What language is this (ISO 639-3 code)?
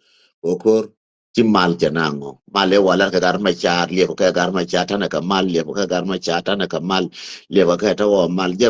nus